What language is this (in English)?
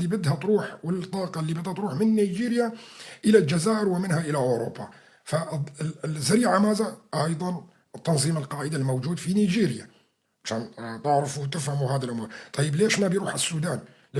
North Levantine Arabic